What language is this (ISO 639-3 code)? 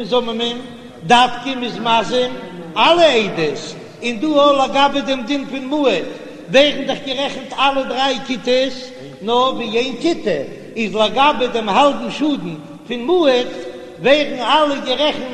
yid